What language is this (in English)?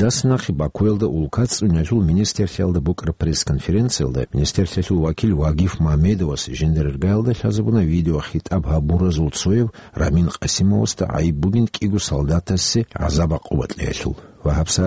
Avaric